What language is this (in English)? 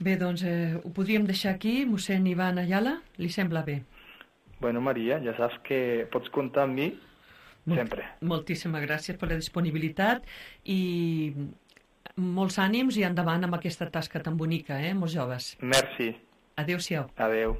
Catalan